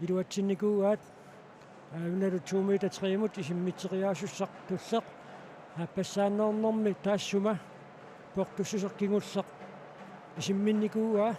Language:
Kalaallisut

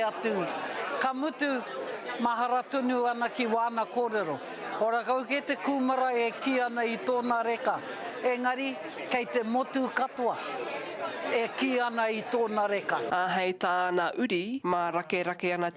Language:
Māori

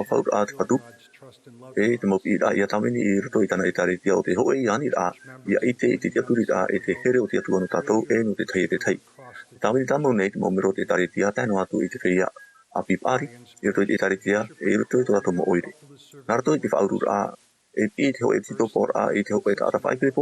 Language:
Tahitian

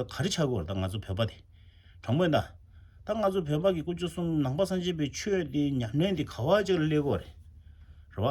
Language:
Tibetan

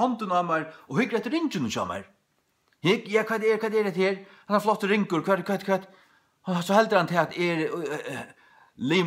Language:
Faroese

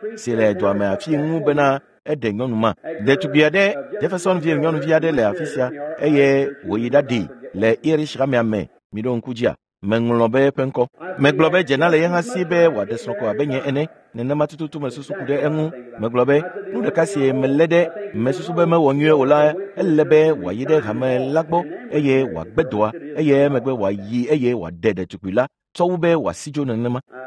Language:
Ewe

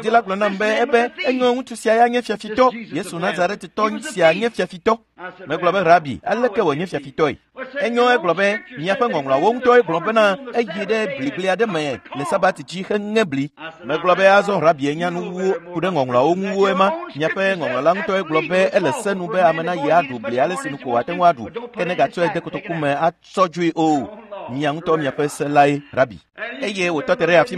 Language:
Ewe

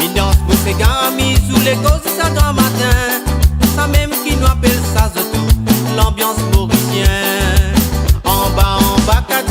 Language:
Morisyen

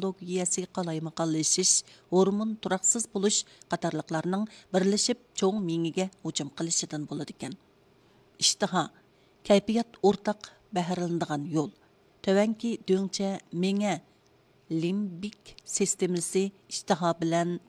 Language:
Uyghur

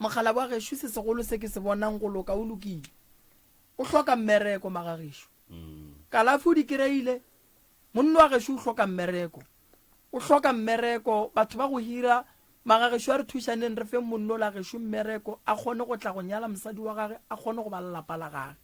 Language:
Northern Sotho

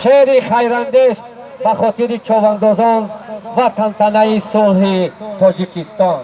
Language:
Tajik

